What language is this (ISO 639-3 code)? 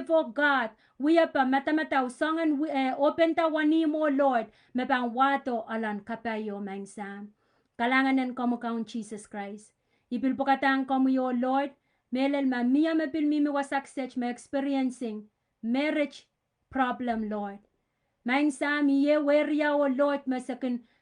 pon